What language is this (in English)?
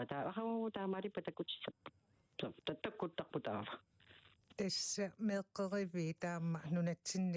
Kalaallisut